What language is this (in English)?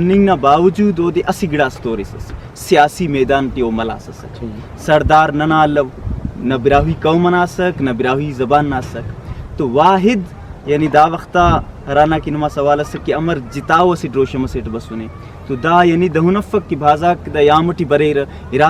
Brahui